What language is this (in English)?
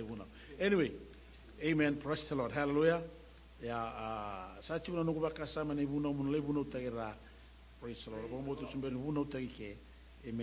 Fijian